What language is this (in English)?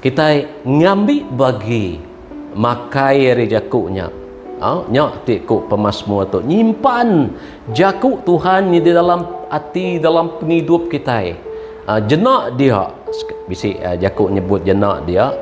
Iban